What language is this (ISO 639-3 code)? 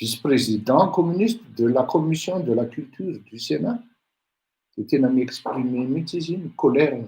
mlg